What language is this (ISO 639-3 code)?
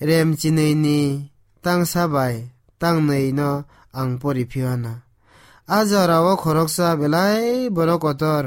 trp